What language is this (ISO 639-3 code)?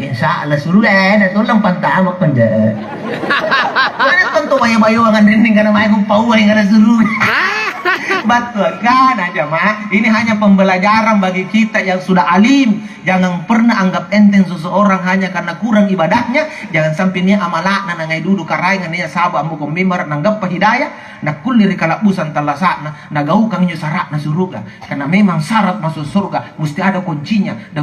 mak